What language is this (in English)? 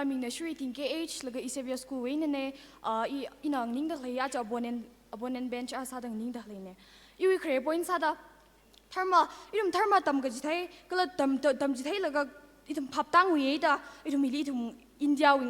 Tangkhul Naga (India)